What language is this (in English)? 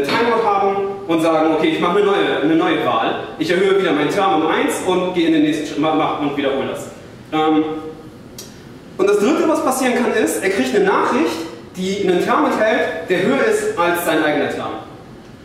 German